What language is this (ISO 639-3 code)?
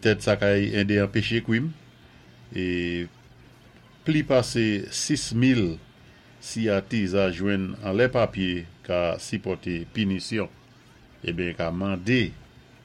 acf